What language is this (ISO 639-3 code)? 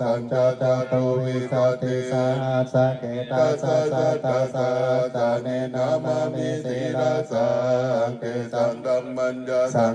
pli